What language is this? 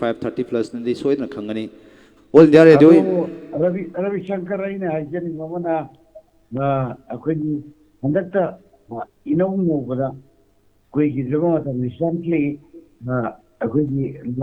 Manipuri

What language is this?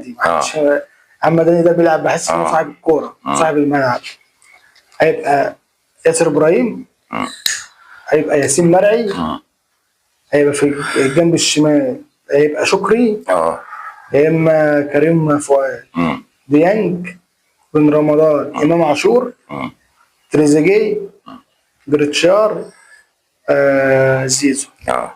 Egyptian Arabic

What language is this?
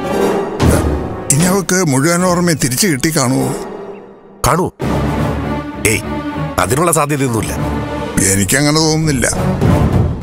Malayalam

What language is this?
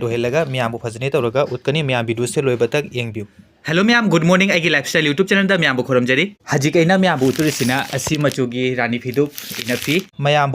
Manipuri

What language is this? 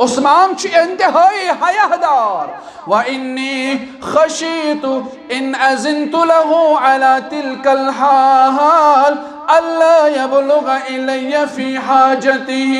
Kashmiri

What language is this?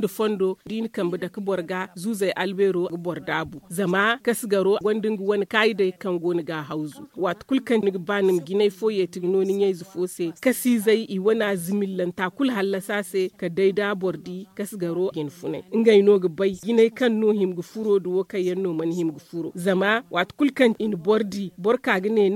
Zarma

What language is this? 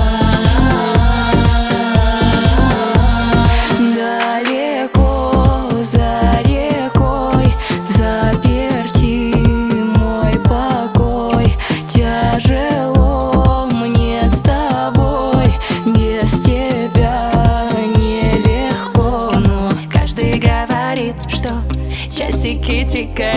Russian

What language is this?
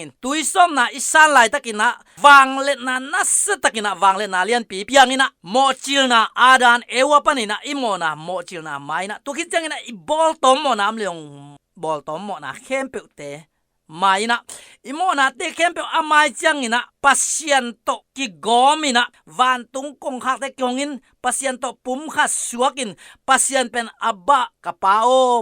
Tedim Chin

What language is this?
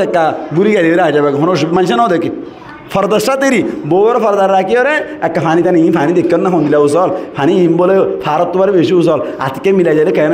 Rohingya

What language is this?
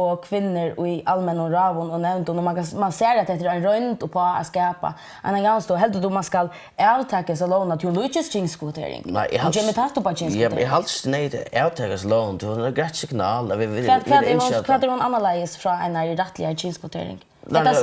Faroese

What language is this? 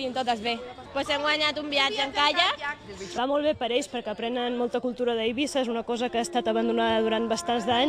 Catalan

